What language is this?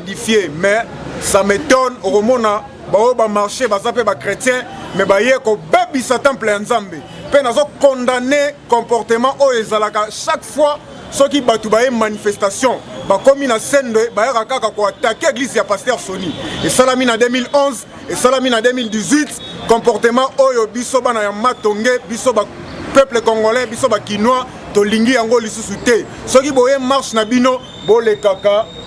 Lingala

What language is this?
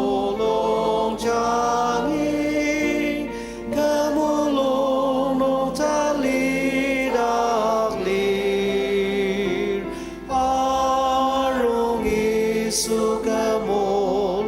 Ao Naga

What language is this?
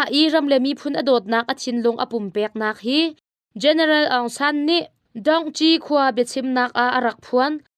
Hakha Chin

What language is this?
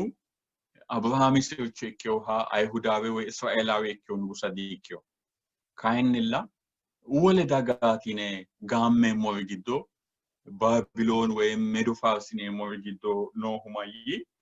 Sidamo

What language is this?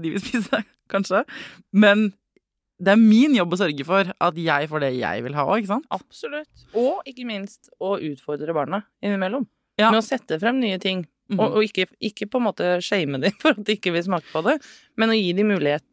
Norwegian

